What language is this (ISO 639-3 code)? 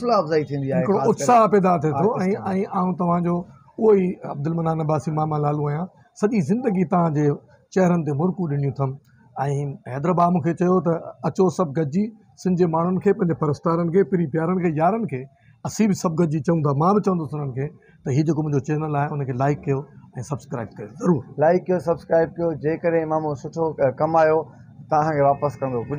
snd